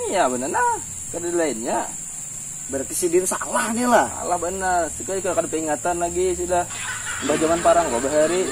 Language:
Banjar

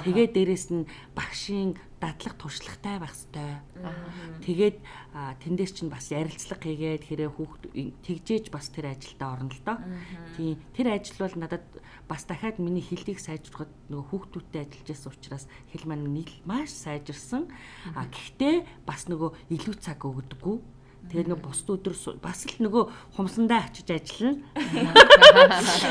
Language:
Mongolian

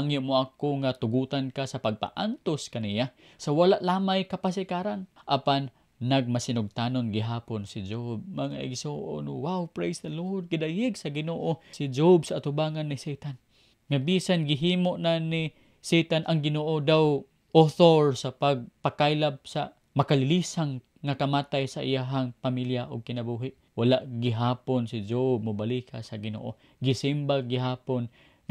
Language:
Cebuano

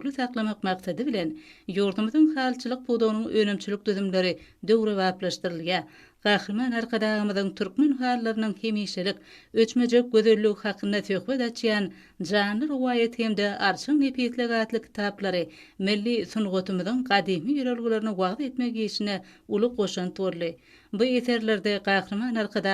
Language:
Turkmen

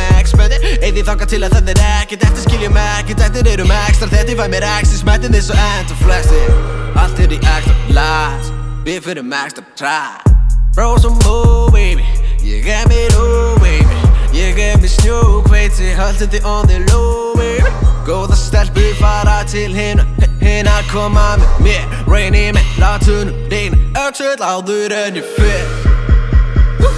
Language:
Icelandic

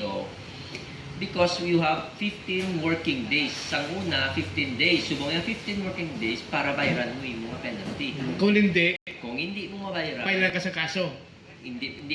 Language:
Hiligaynon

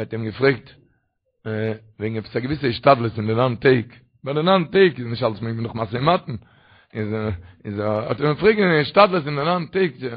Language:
Yiddish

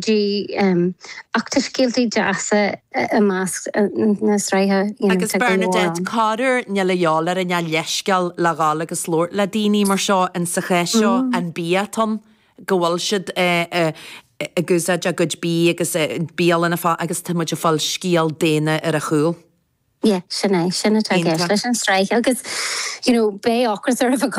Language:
Irish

